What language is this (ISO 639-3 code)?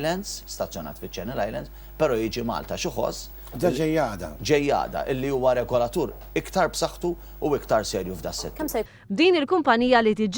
mlt